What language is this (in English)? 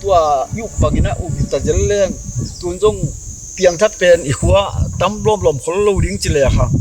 Tedim Chin